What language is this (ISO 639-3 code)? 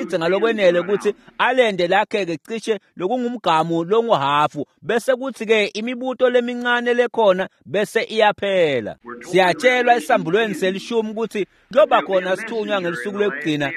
ssw